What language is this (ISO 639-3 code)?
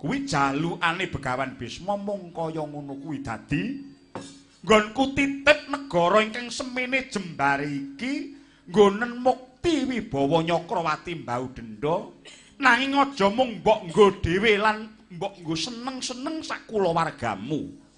jav